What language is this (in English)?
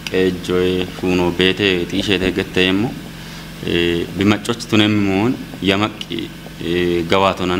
Kafa